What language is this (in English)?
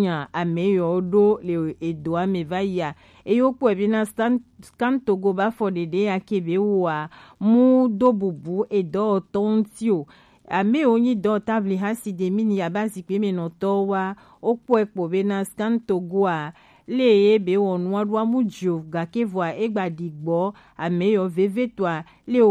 Gen